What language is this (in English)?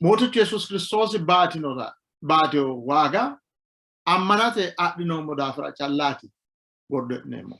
Sidamo